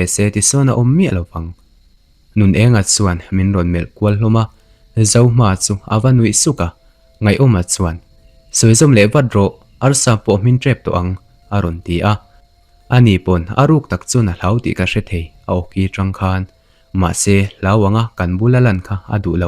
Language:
Mizo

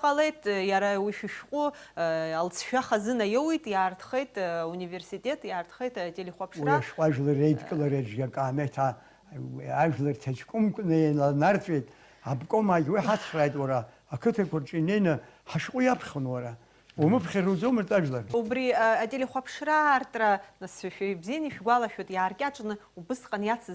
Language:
Abkhazian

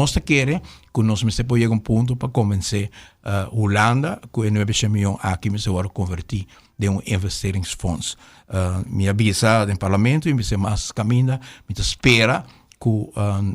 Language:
Papiamento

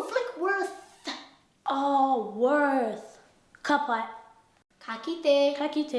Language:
Māori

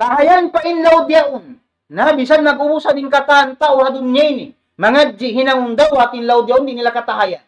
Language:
Tausug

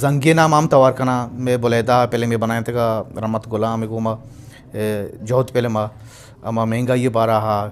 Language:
Eastern Balochi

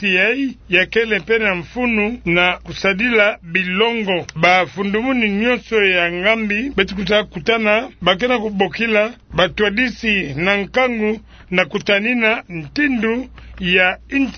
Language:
Kituba (Democratic Republic of Congo)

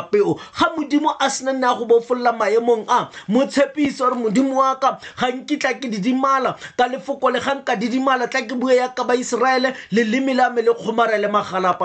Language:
Tswana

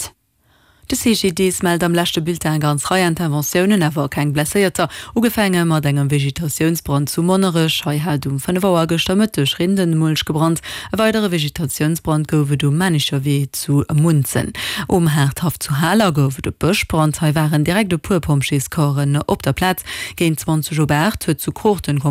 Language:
Luxembourgish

